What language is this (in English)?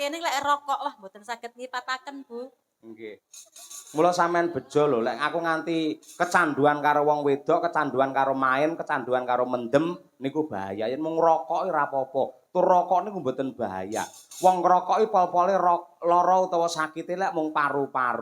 Javanese